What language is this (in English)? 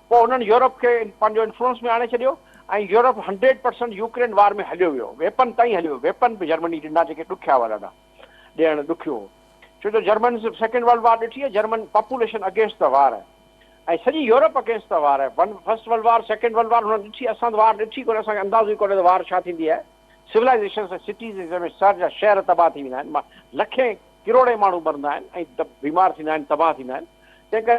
Sindhi